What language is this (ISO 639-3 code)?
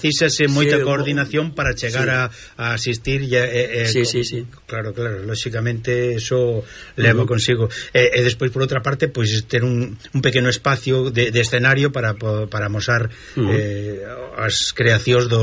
glg